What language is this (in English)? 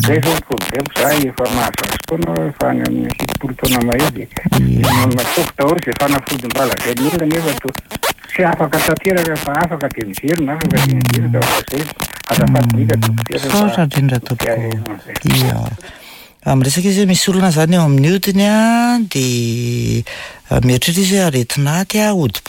Malagasy